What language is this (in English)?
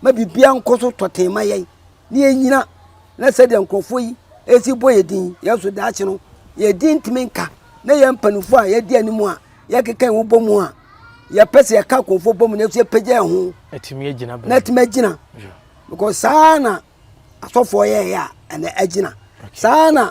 Akan